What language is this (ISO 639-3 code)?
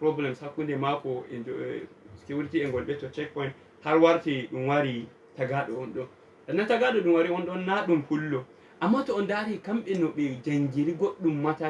ful